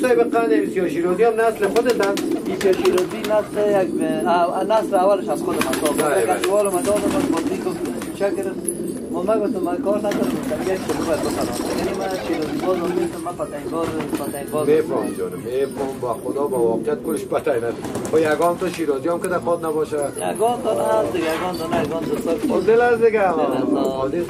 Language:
Persian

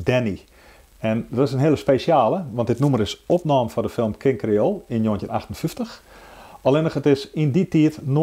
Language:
Western Frisian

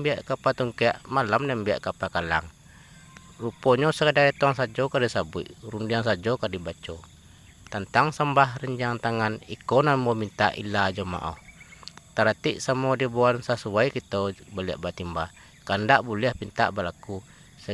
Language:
Minangkabau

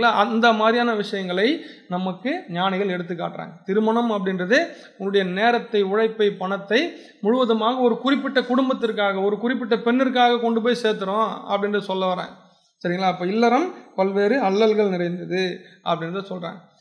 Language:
Tamil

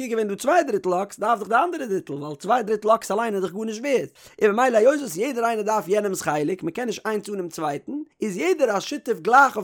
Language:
Yiddish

